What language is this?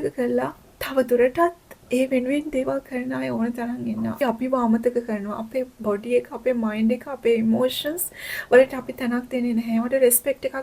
Sinhala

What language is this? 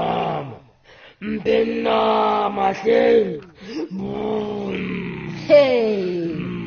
Southern Sotho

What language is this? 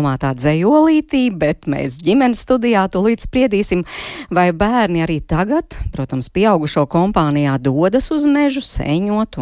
Latvian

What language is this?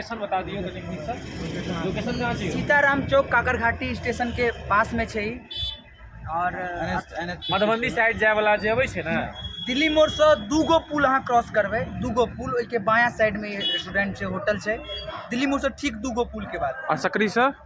Maithili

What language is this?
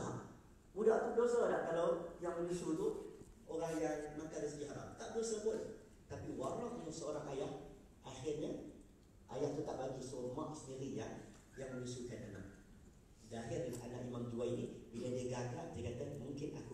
Malay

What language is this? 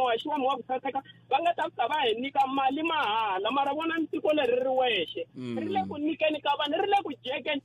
Tsonga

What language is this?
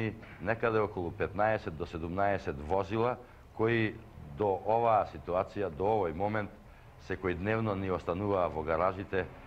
Macedonian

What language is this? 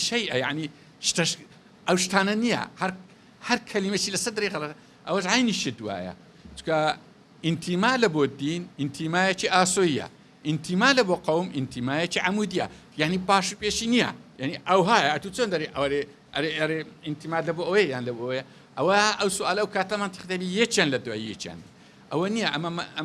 Central Kurdish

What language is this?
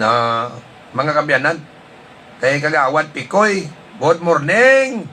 Hiligaynon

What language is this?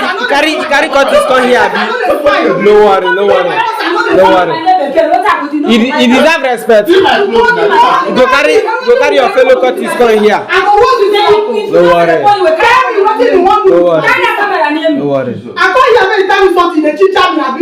Nigerian Pidgin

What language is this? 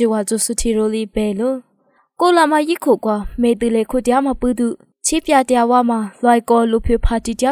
Lisu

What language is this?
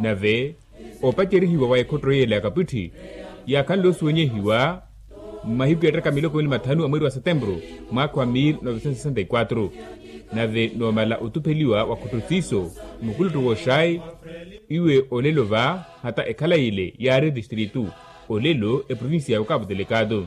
Makhuwa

